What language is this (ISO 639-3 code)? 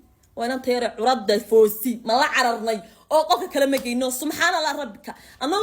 som